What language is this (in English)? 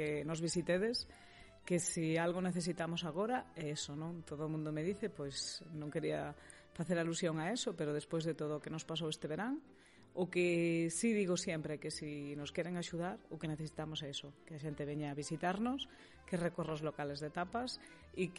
Galician